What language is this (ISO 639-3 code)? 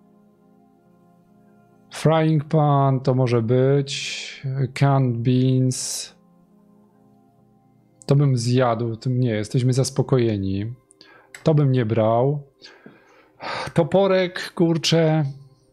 pol